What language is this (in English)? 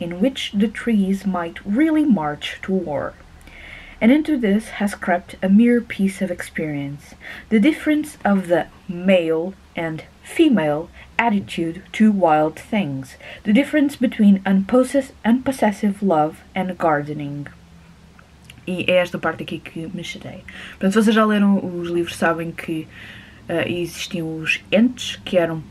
Portuguese